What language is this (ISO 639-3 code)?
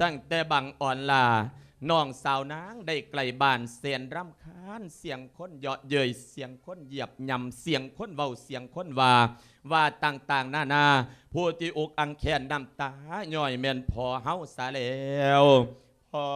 lao